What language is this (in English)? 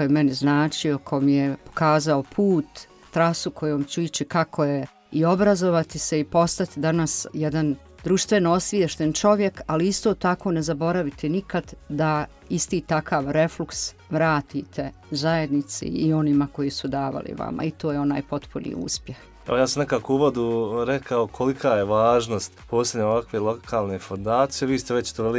Bosnian